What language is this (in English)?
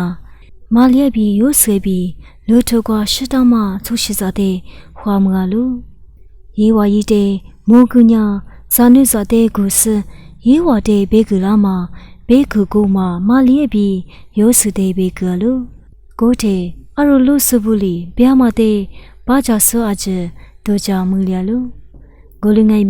Lisu